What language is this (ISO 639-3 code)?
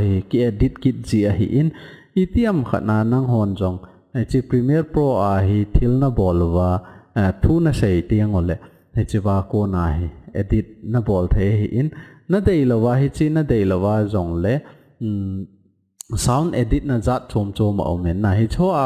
tcz